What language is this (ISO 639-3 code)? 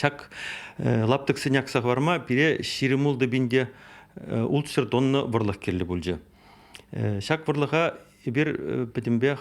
chv